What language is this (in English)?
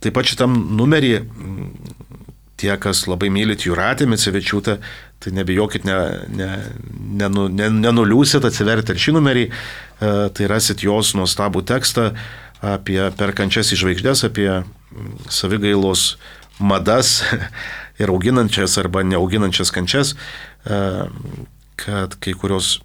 Lithuanian